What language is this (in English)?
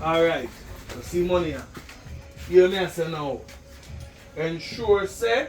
Jamaican Creole English